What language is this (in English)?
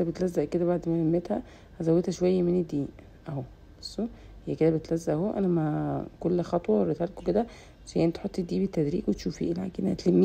Egyptian Arabic